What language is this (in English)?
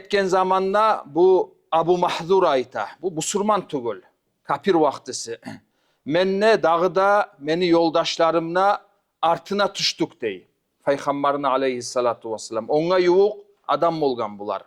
Kumyk